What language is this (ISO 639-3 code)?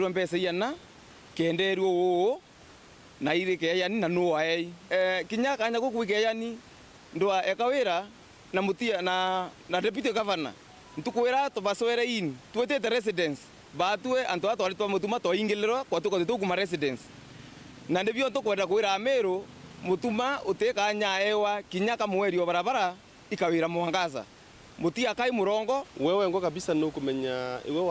mer